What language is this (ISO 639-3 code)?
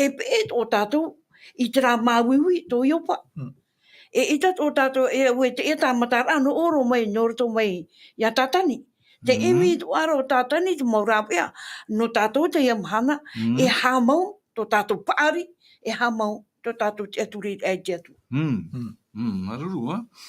tah